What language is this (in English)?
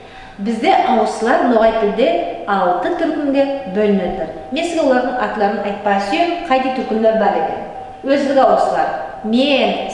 Nogai